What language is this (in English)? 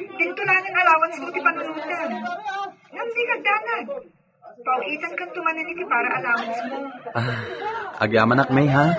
Iloko